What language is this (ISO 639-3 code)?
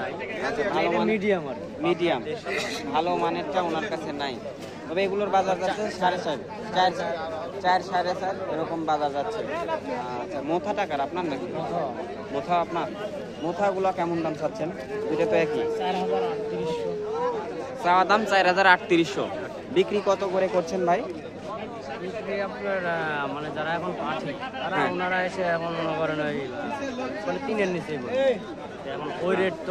ben